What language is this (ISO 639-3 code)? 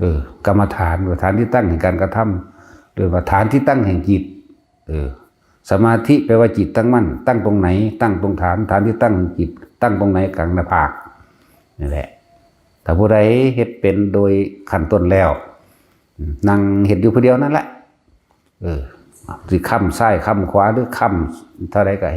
tts